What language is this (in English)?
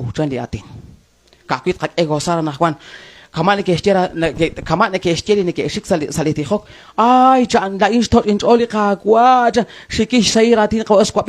Kekchí